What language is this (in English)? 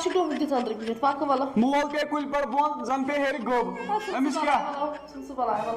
Kashmiri